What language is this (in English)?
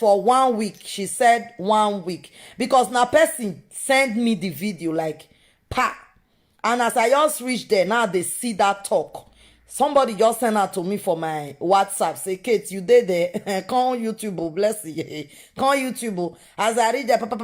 Nigerian Pidgin